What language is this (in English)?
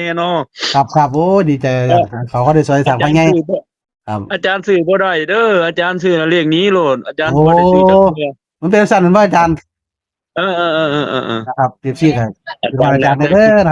Northeastern Thai